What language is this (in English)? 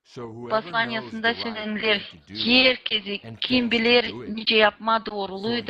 Gagauz